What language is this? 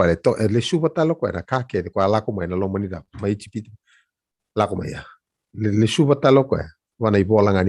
Fijian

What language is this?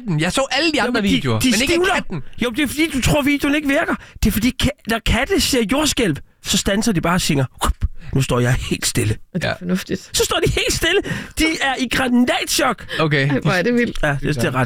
Danish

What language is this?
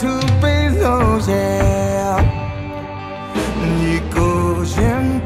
Burmese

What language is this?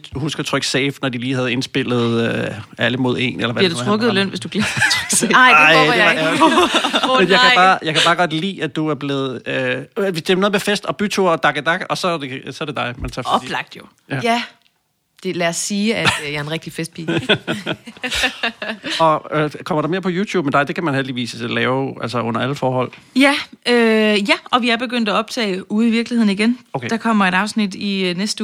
Danish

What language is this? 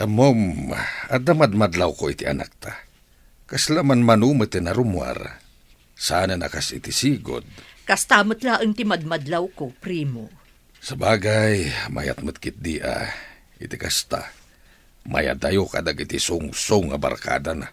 Iloko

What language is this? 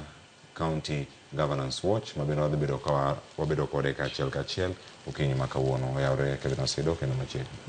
Luo (Kenya and Tanzania)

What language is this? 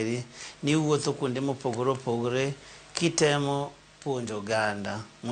Luo (Kenya and Tanzania)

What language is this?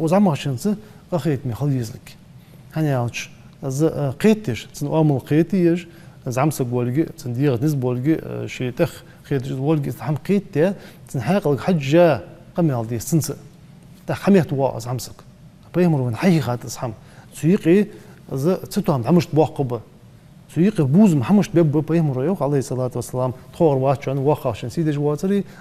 Ingush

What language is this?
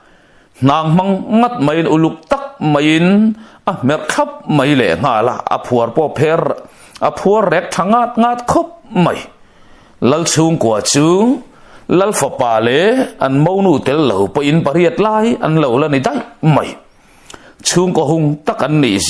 Mizo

